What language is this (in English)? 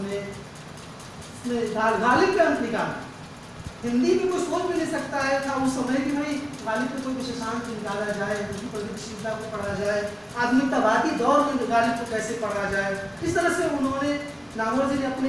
Hindi